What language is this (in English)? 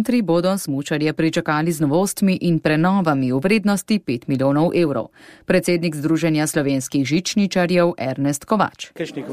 Slovenian